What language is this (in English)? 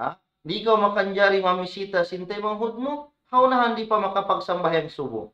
Tausug